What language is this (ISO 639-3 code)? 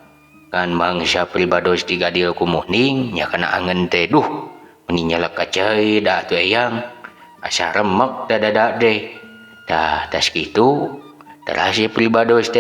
sun